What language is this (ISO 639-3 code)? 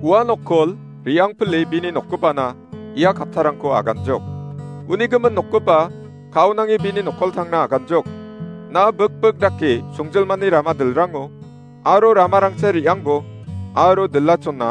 grt